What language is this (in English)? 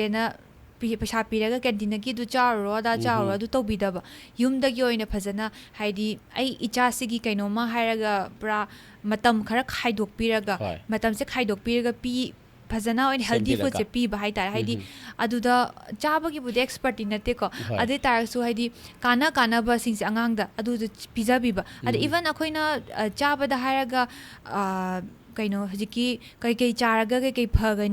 Manipuri